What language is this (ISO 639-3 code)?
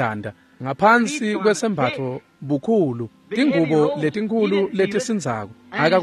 ssw